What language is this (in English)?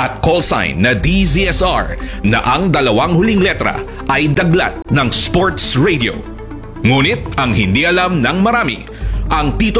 Filipino